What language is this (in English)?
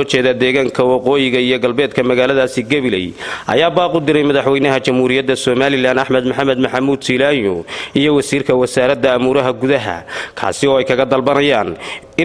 Somali